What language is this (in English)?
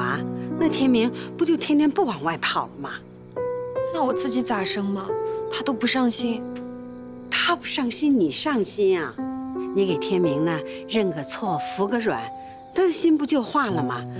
Chinese